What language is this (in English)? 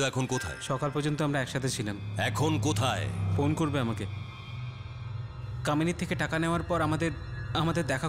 Bangla